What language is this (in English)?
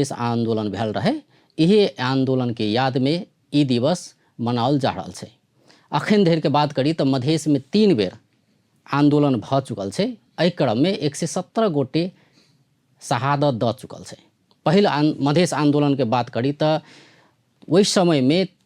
Maithili